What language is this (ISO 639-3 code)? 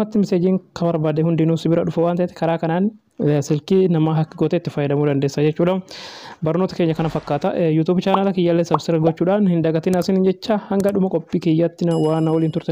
orm